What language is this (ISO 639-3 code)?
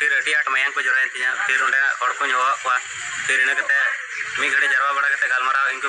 sat